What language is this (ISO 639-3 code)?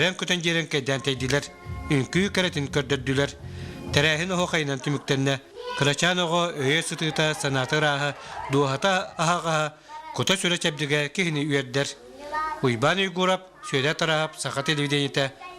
sah